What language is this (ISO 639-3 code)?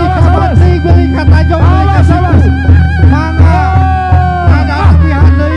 sun